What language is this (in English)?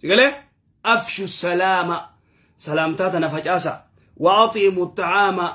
Oromo